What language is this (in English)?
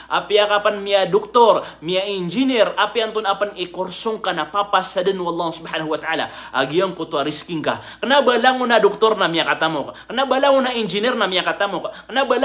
Maranao